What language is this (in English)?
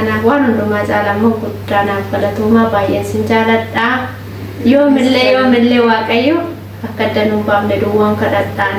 Oromo